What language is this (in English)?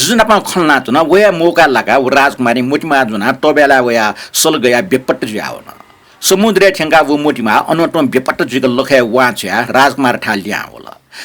Newari